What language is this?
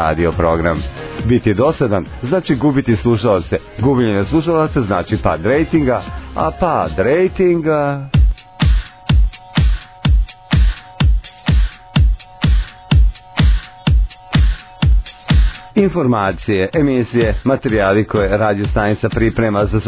Serbian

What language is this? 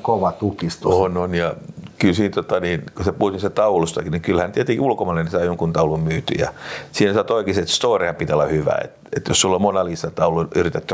Finnish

